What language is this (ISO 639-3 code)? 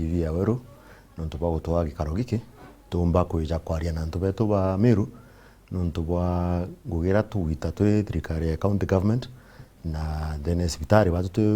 mer